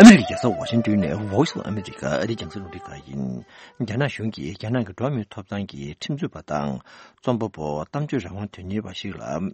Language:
Tibetan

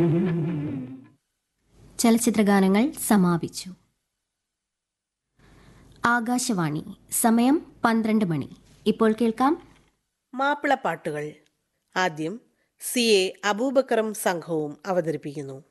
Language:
Malayalam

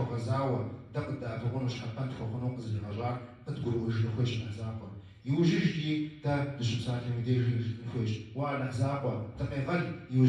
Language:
Kabardian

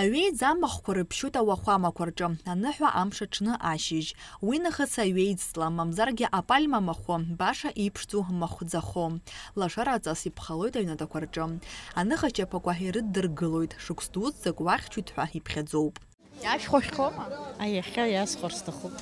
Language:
Abkhazian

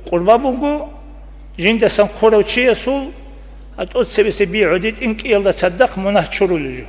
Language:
Avaric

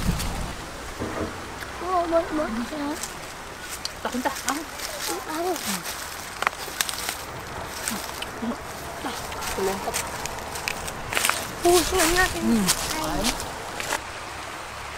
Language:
Vietnamese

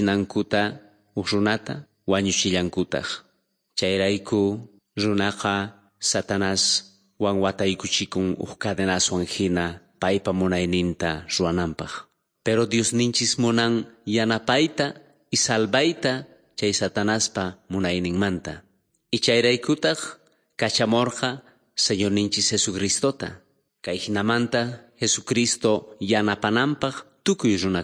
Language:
South Bolivian Quechua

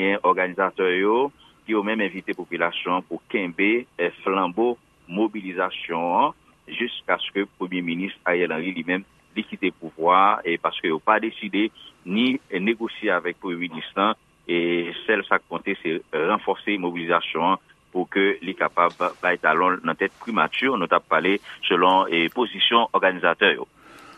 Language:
Haitian Creole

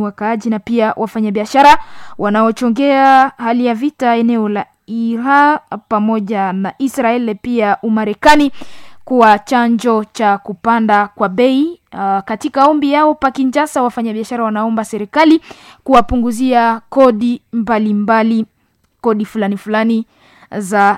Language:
Swahili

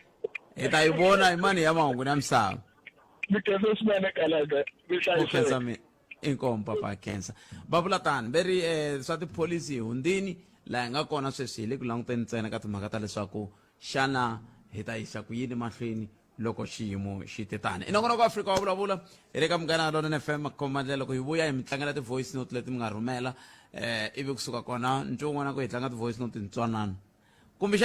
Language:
Tsonga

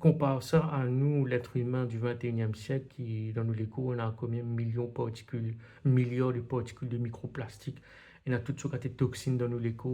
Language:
Morisyen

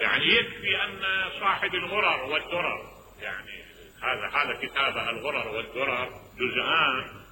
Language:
Mesopotamian Arabic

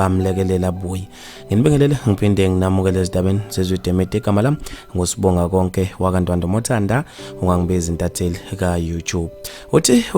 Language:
Zulu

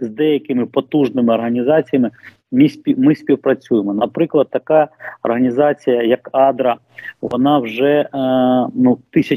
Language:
Ukrainian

